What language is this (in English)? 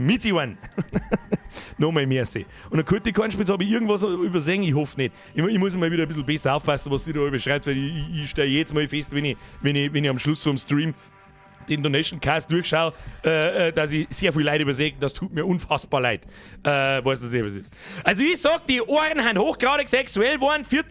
Bavarian